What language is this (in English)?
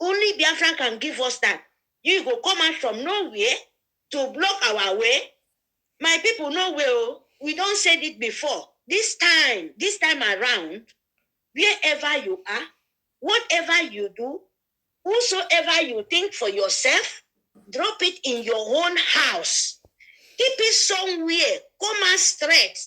Nigerian Pidgin